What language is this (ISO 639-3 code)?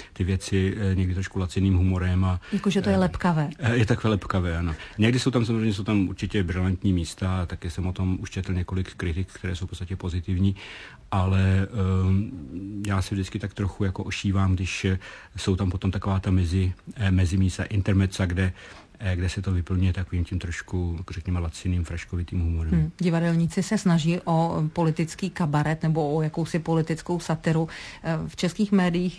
ces